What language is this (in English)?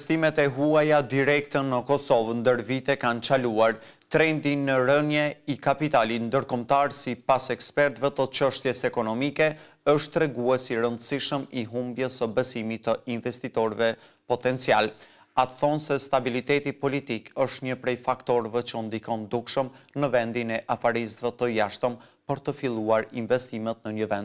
Albanian